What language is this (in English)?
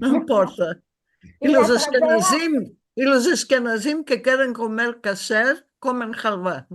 Ladino